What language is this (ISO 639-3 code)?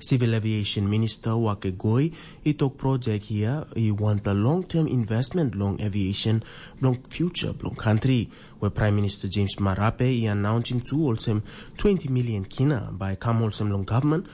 tpi